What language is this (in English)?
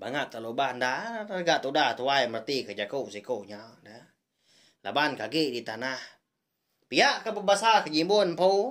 Iban